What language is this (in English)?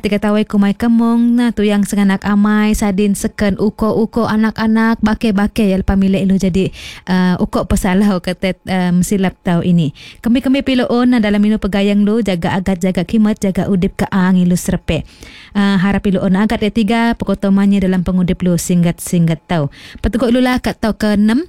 Iban